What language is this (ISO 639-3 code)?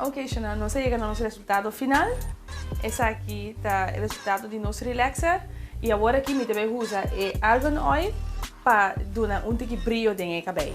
pap